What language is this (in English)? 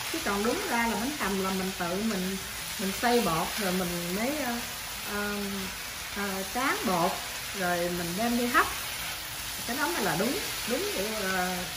Vietnamese